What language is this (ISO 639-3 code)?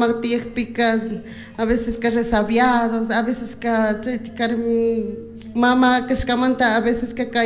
qug